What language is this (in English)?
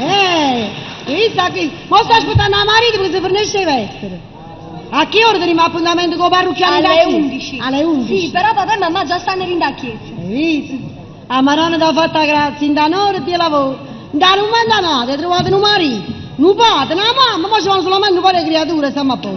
Neapolitan